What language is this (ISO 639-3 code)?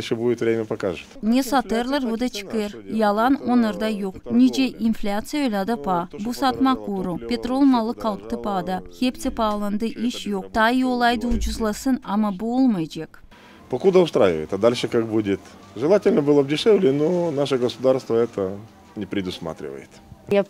gag